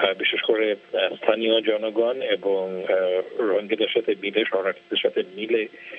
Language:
Bangla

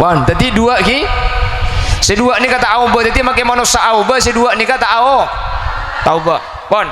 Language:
Madurese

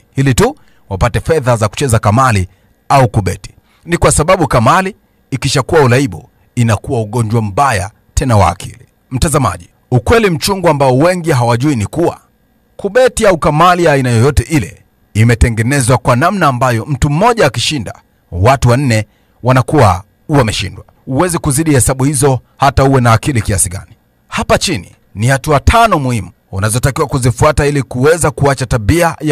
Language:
Swahili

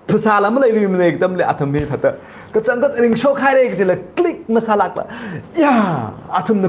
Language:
Tangkhul Naga (India)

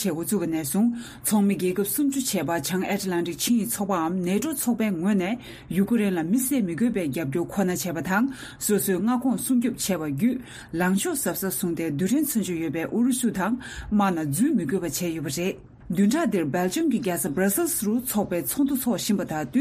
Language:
Tibetan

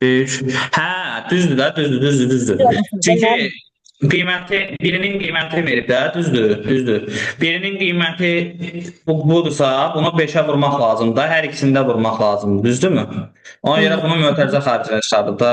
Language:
Azerbaijani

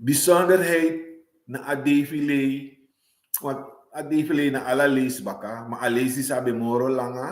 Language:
Sranan Tongo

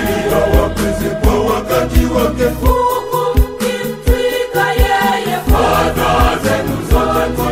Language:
Swahili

